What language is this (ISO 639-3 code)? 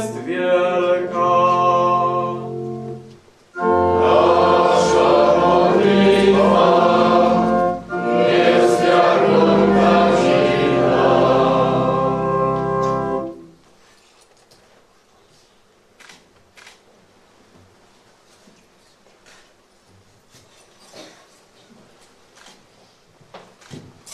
pol